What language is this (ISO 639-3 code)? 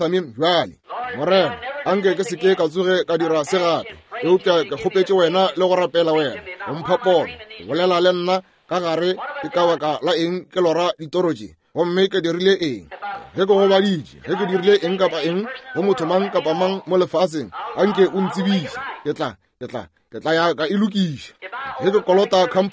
nso